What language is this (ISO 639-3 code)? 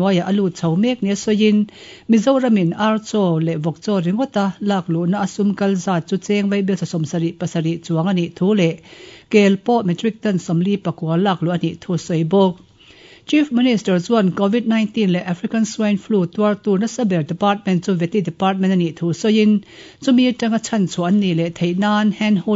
lus